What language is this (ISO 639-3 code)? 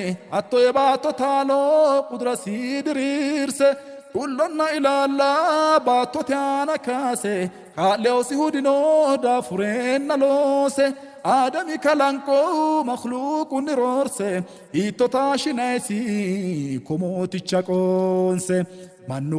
sid